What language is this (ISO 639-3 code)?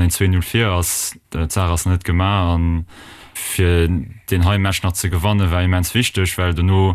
ltz